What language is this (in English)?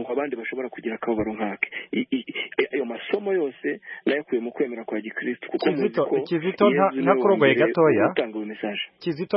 Kinyarwanda